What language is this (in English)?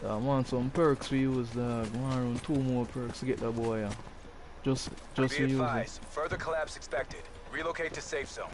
Jamaican Creole English